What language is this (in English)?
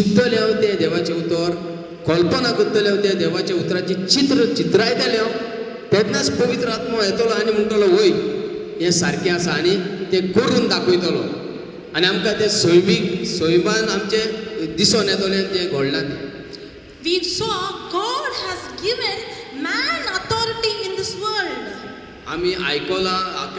Konkani